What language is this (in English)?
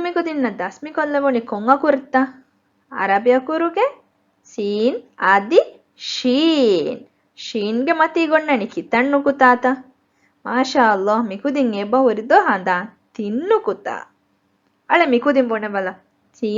Divehi